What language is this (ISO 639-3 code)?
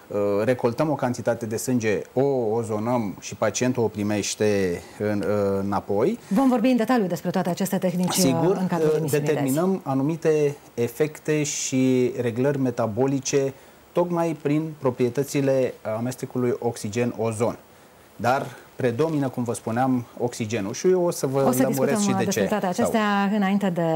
ron